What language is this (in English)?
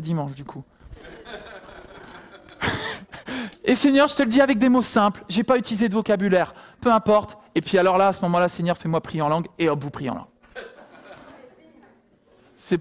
French